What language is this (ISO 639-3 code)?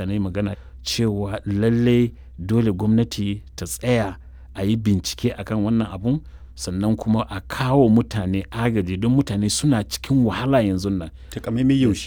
hau